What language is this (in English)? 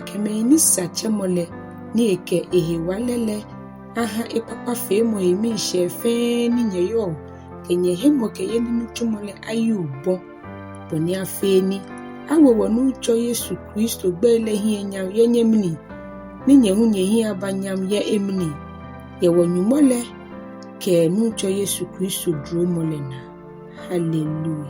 Ga